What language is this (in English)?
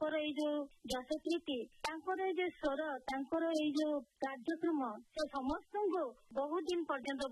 Odia